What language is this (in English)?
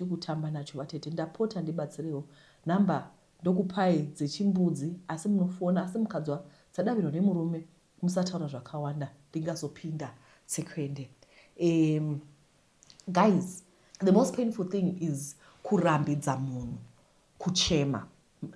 Shona